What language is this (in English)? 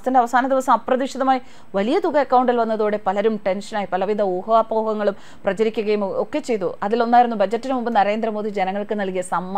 Malayalam